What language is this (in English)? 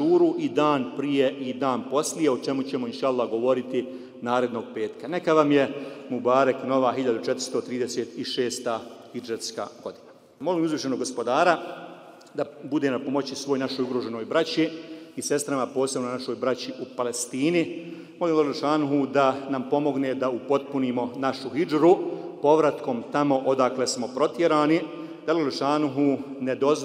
Bosnian